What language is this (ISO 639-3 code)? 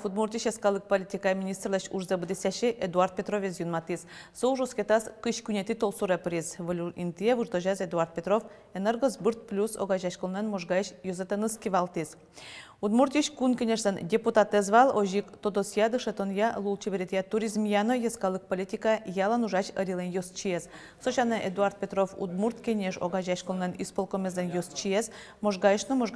udm